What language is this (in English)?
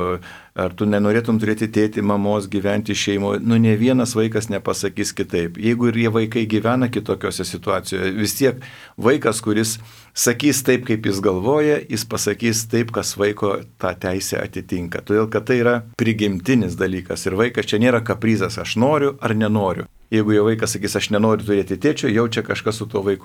Lithuanian